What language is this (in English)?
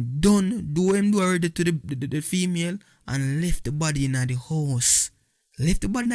Jamaican Creole English